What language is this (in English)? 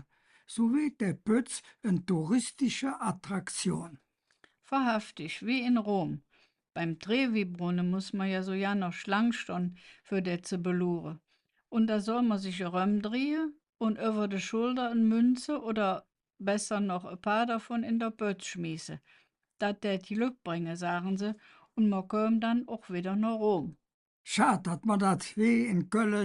Colognian